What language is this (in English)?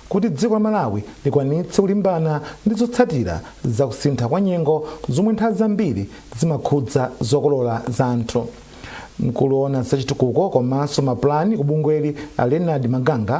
Nyanja